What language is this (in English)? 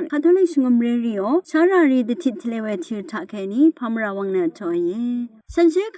Rawang